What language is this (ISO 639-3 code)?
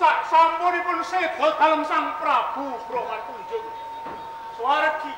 jav